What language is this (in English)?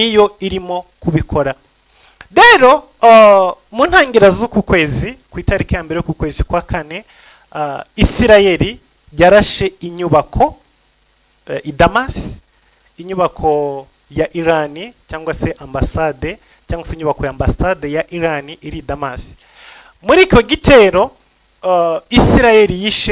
Kinyarwanda